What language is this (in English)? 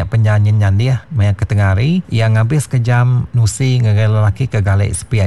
Iban